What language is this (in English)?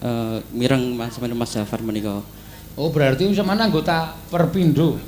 Javanese